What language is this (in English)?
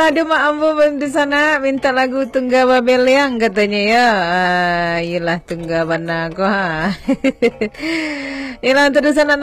Minangkabau